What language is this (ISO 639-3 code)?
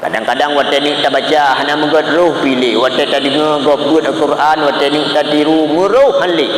ace